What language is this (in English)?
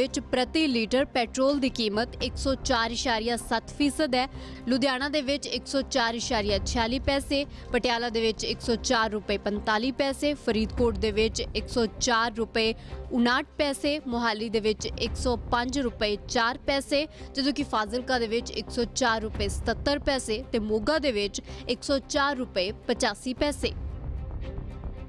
Punjabi